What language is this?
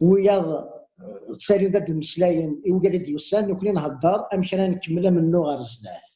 Kabyle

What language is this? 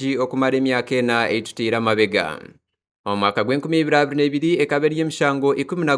Nyankole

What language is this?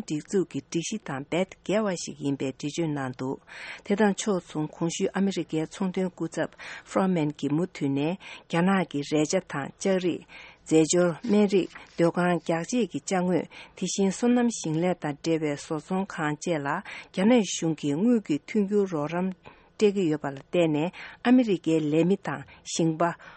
Tibetan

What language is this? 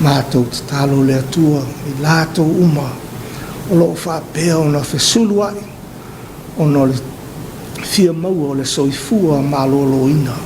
Samoan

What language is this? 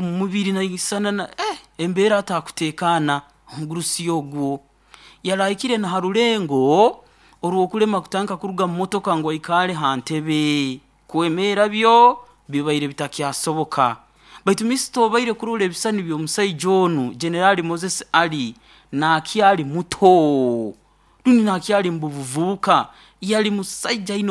Nyoro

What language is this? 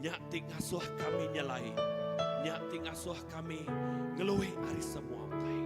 Iban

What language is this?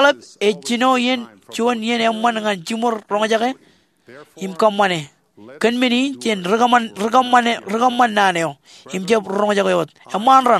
Marshallese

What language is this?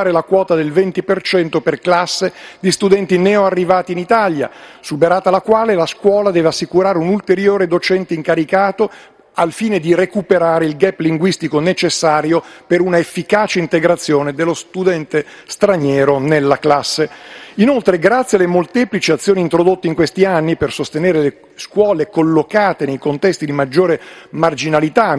Italian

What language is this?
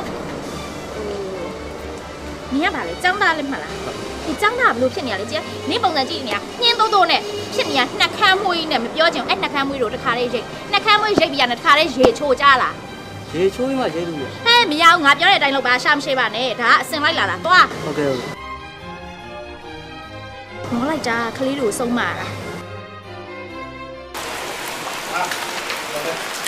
Burmese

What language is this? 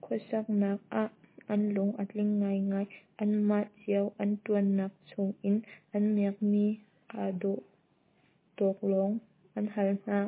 Hakha Chin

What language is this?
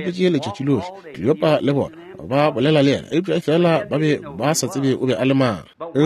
Northern Sotho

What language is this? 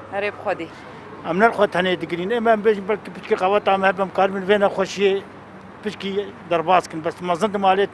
Kurdish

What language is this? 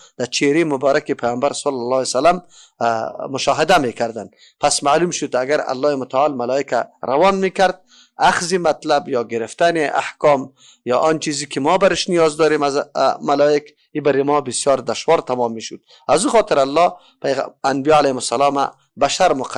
Persian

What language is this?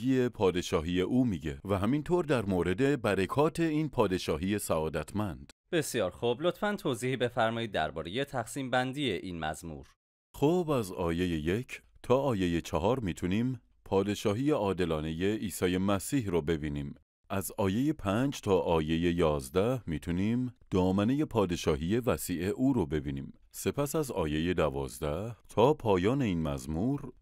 Persian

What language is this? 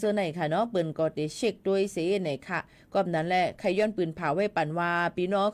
Shan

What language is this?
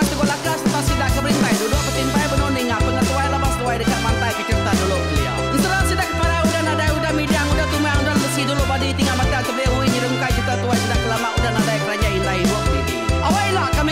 Iban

